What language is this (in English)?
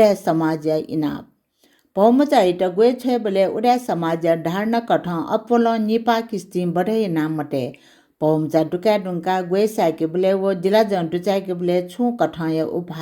Newari